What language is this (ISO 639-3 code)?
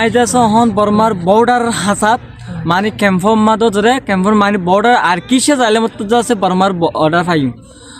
rhg